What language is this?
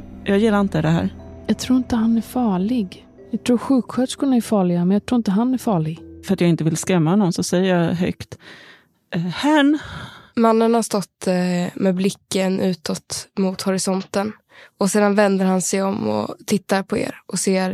Swedish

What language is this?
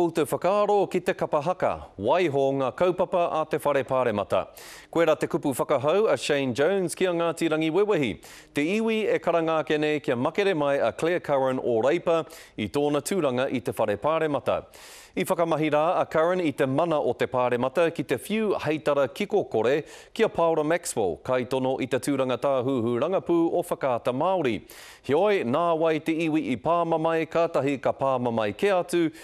Māori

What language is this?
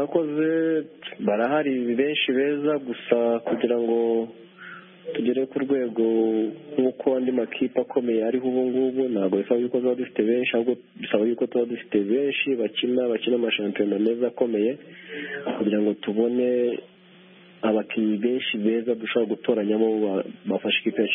Kinyarwanda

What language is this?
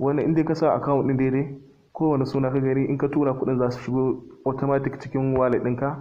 Hausa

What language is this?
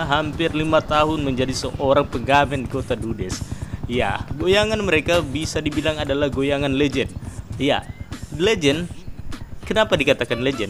Indonesian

